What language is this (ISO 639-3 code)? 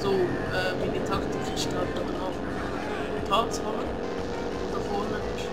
gsw